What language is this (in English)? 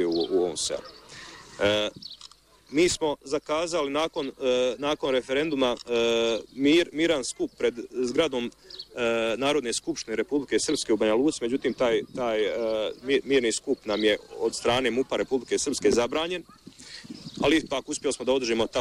Bosnian